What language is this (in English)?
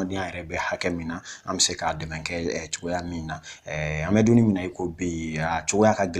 Bambara